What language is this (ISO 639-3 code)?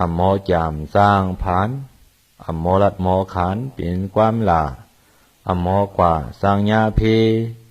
shn